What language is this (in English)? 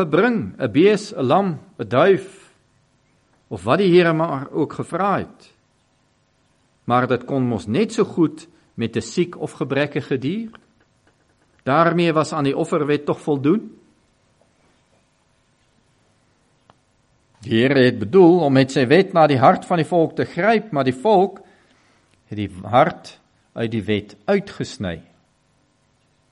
Afrikaans